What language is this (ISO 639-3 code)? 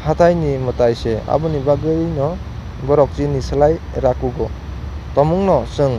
trp